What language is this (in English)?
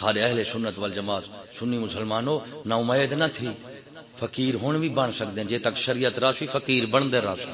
Saraiki